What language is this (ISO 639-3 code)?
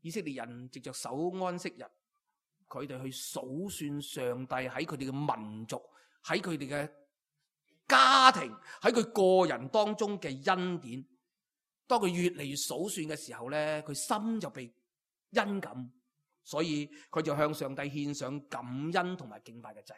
yue